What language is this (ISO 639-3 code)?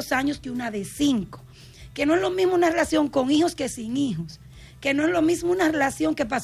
spa